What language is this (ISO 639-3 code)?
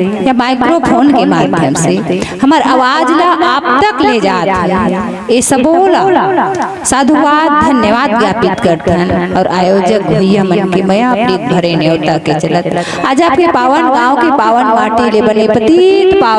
hne